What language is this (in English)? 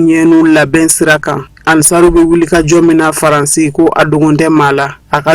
Bambara